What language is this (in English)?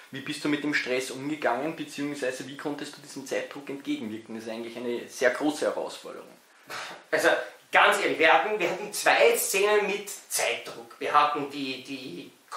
German